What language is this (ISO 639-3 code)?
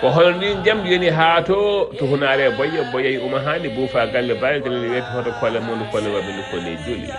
ful